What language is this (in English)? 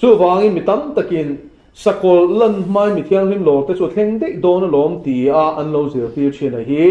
Mizo